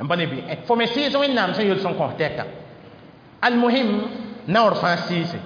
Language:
Mossi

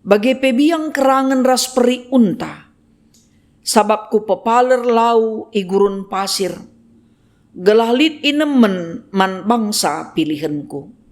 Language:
Batak Karo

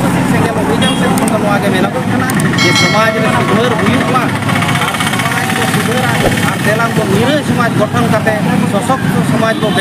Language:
Santali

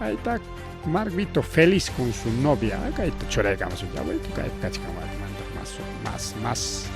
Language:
Ayacucho Quechua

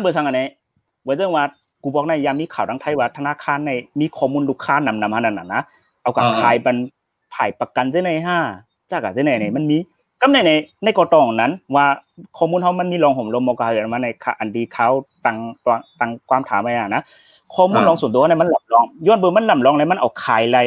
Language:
Shan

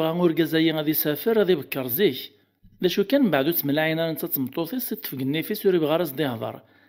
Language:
Kabyle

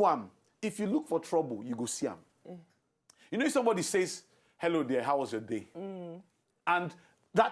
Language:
Nigerian Pidgin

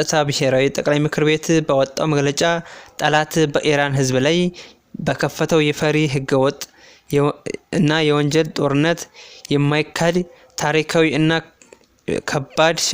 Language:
Amharic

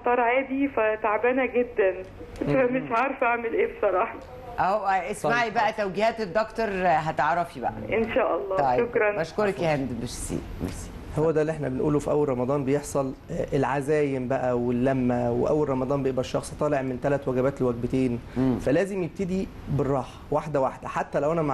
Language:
Egyptian Arabic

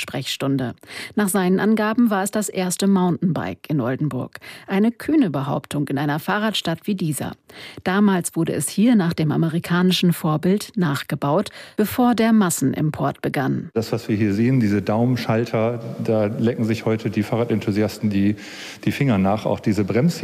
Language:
German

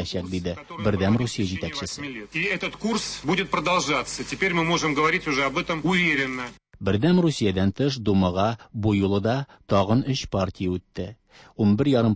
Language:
Tatar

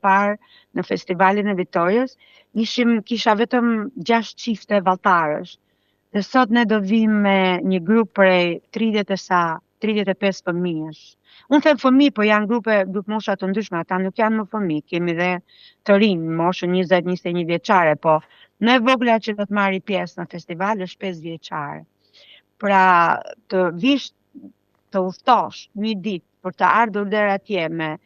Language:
Albanian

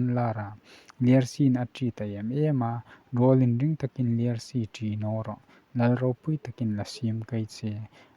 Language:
Hmar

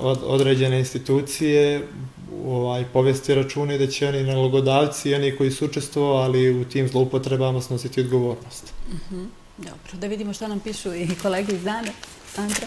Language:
Bosnian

